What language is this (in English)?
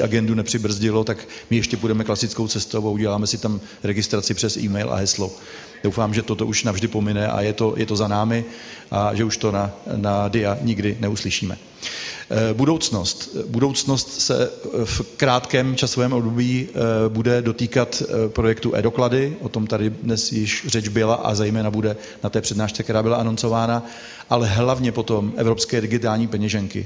Czech